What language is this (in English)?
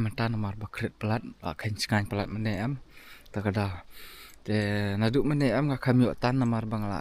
Khasi